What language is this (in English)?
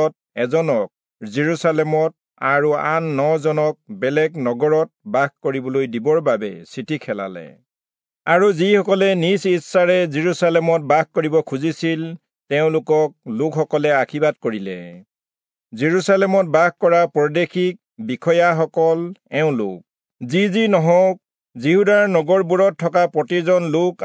Assamese